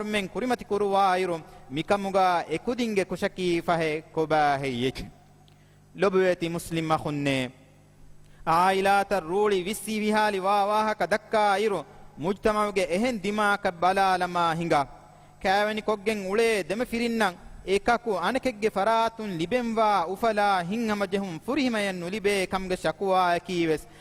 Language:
Divehi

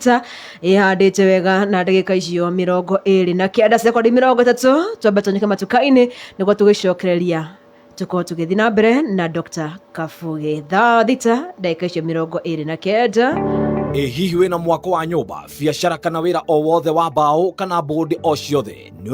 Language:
Kikuyu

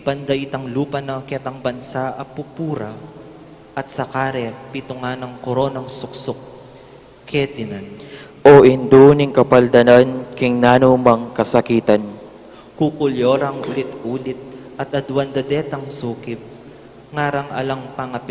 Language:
Pampanga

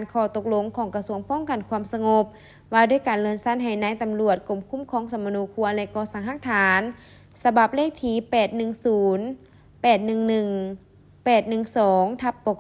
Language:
Lao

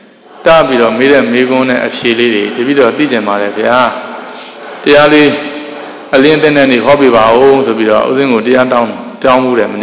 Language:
Burmese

